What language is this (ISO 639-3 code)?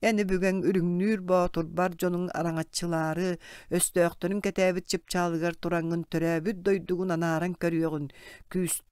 sah